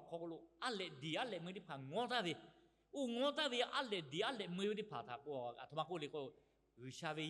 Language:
Lahu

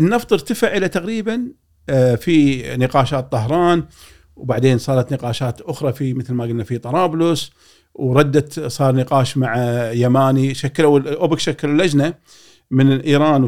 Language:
Gulf Arabic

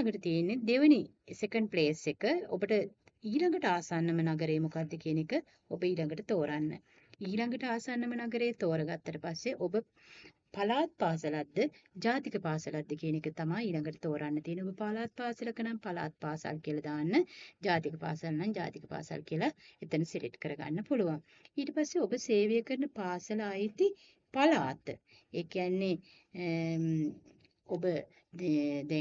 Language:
Sinhala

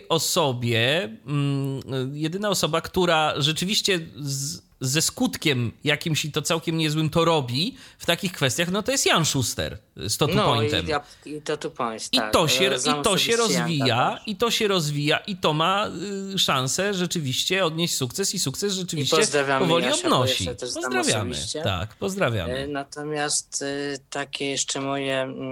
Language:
Polish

